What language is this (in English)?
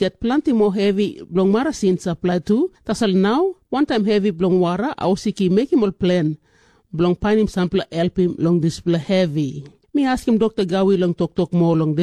Tok Pisin